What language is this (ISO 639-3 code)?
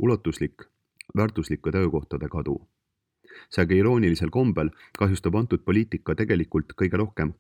est